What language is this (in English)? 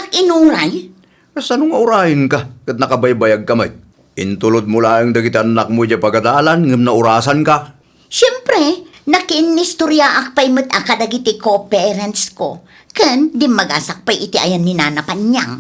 Iloko